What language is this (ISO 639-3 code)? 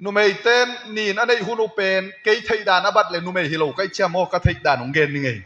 ctd